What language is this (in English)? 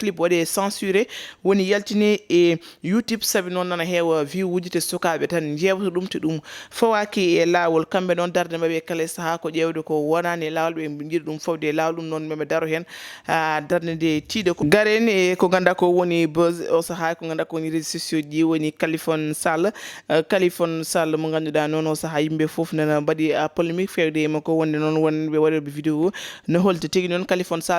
Fula